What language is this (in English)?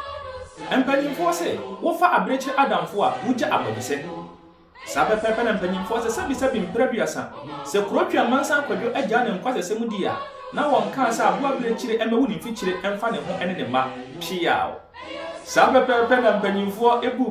Akan